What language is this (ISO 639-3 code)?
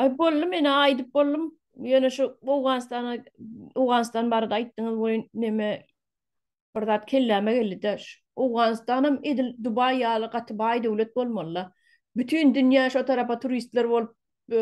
tuk